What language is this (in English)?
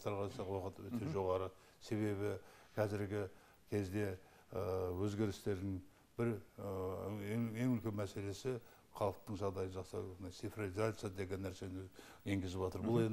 Kazakh